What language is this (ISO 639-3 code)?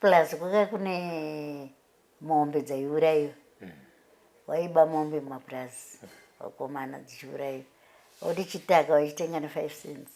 sna